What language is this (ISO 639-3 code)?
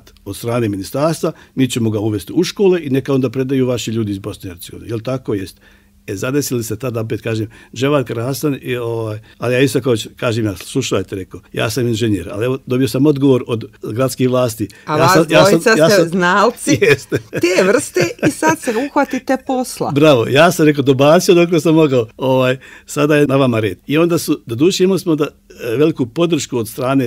bos